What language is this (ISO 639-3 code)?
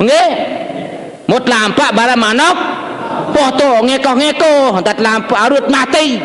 sas